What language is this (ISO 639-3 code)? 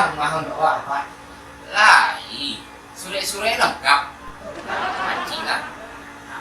min